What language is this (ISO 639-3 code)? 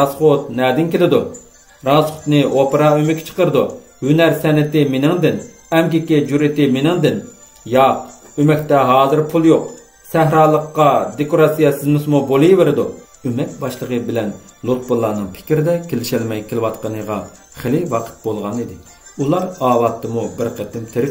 uig